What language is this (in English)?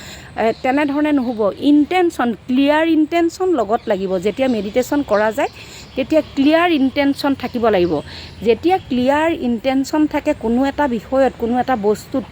Assamese